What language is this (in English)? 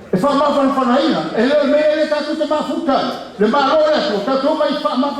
Samoan